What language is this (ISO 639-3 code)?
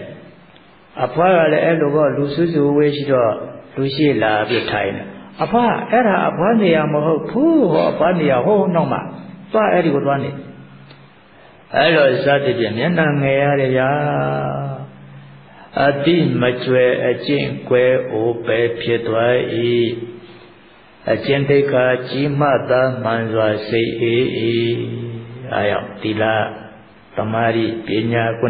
mya